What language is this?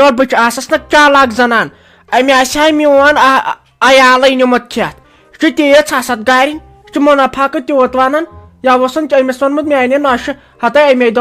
Kashmiri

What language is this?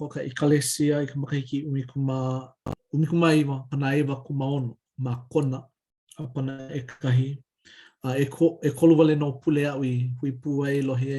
Hawaiian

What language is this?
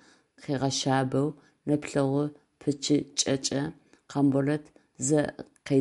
Adyghe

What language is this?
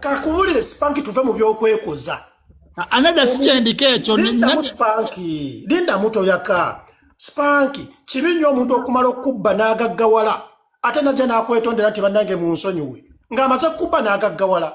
Ganda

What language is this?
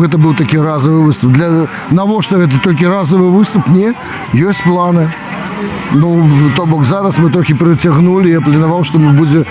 Belarusian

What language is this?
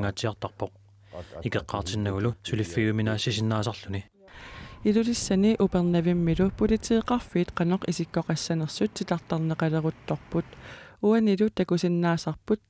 Kalaallisut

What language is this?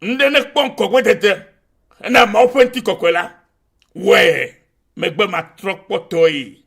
Ewe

